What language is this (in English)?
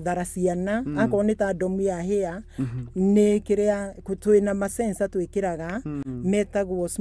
Kikuyu